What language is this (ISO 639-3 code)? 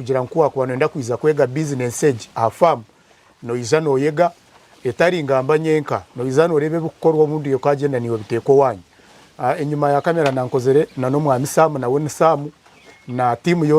nyn